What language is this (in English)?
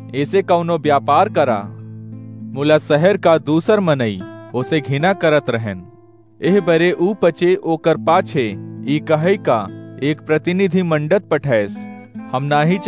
Awadhi